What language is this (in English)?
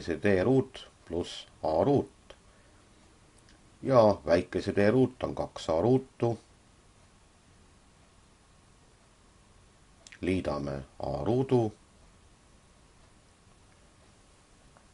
Estonian